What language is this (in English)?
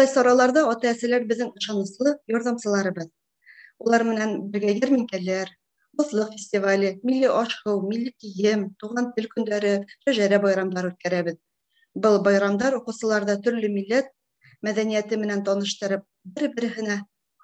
Bashkir